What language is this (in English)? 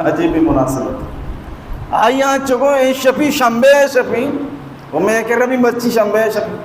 Baluchi